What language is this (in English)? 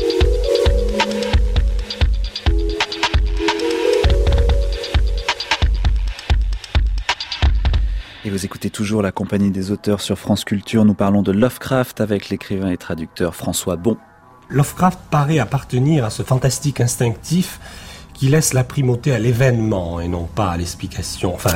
French